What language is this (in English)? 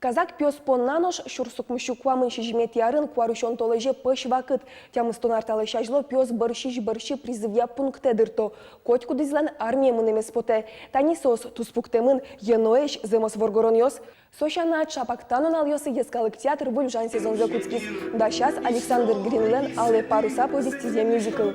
Udmurt